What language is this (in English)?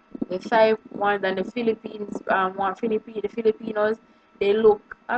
Jamaican Creole English